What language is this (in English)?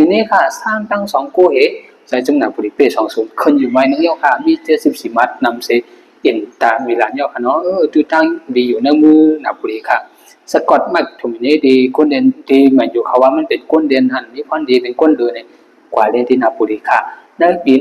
Shan